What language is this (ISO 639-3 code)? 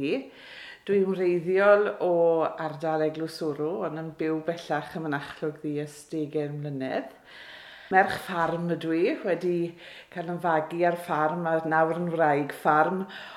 cym